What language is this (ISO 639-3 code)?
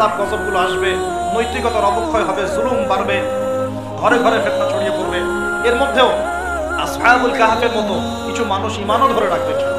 ben